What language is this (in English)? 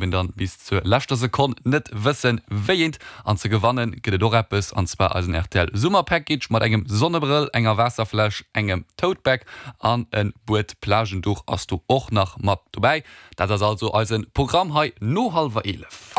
Luxembourgish